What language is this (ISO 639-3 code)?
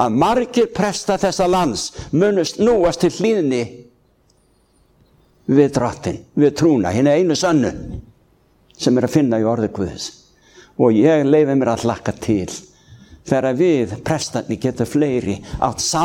isl